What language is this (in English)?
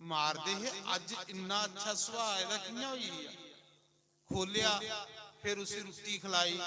Dogri